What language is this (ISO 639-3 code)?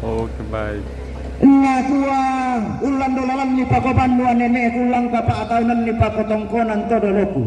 sda